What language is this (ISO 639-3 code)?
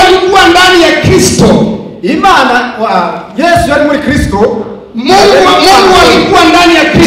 swa